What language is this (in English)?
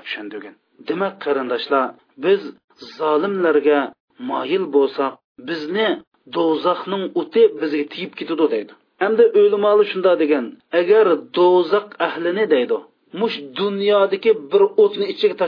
Uyghur